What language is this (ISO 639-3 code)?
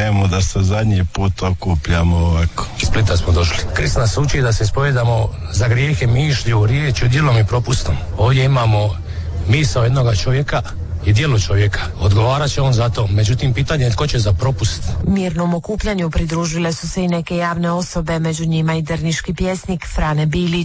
hrv